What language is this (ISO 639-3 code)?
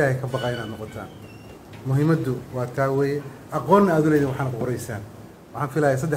som